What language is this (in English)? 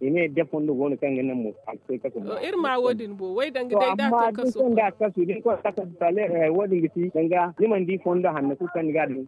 Zarma